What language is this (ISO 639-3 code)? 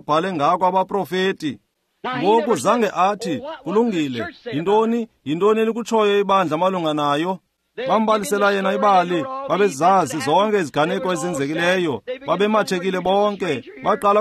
xho